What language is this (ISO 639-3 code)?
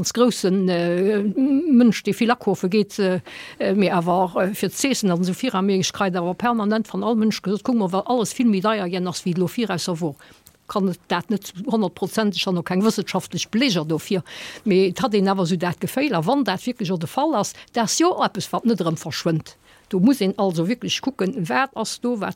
ltz